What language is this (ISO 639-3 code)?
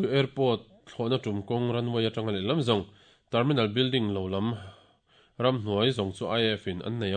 lus